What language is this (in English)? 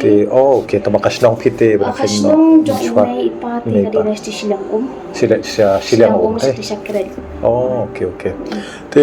Khasi